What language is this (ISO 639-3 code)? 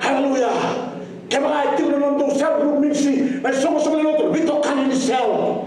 fij